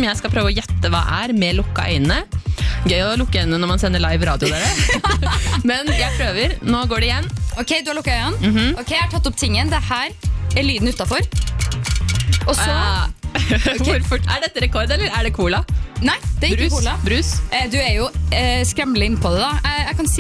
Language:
Norwegian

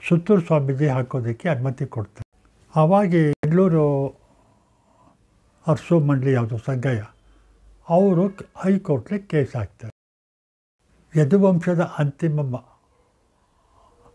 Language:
Kannada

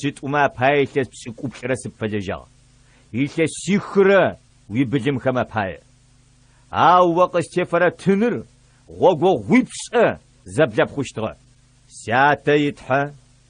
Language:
Adyghe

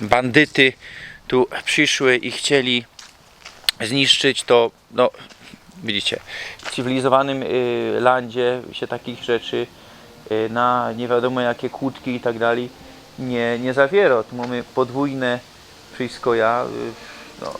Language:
Silesian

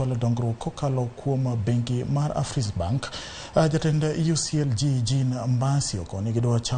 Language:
Luo (Kenya and Tanzania)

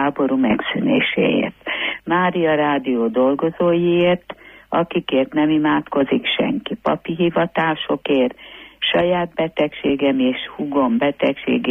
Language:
Hungarian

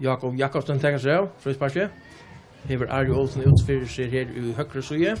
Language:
Faroese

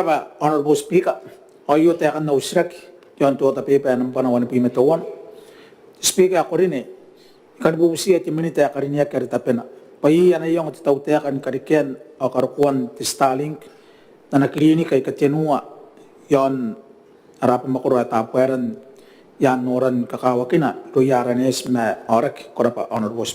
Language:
Gilbertese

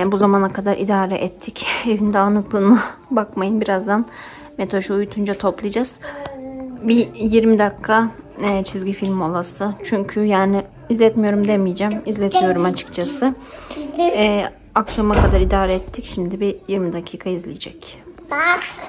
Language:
Turkish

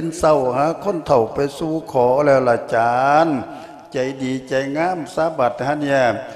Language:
Lao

